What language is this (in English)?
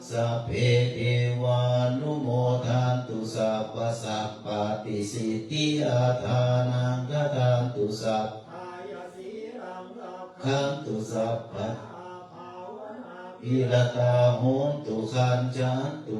Pali